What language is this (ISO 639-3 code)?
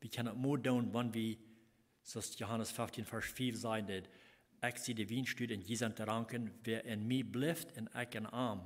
pdt